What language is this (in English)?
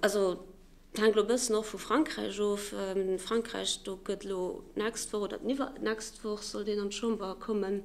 Luxembourgish